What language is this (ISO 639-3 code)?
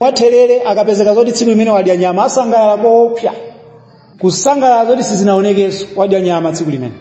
nya